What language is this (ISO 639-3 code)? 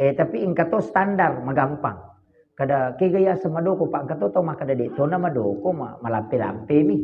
bug